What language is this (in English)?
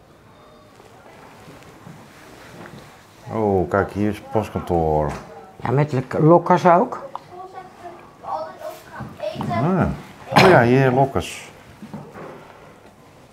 Dutch